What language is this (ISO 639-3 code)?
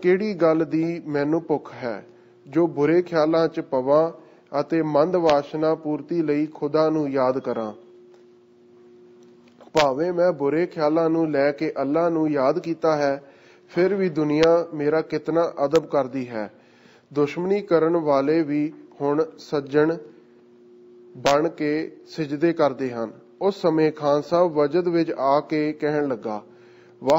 pan